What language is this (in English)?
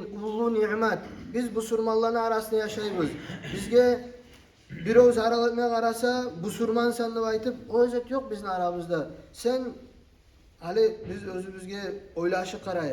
Kumyk